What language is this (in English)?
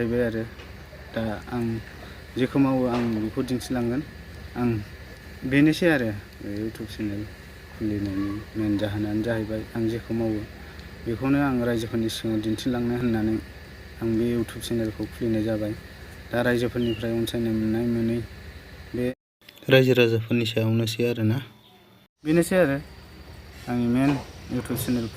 Bodo